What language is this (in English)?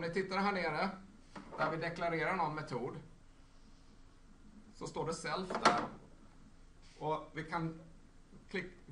Swedish